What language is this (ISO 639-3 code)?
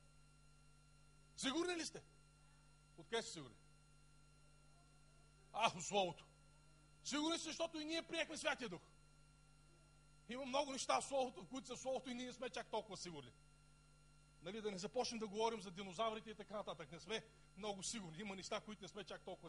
bul